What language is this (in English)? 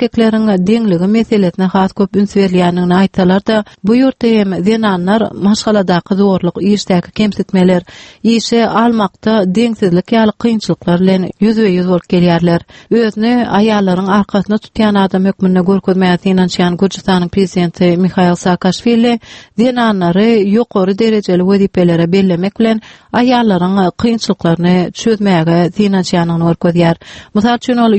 Turkmen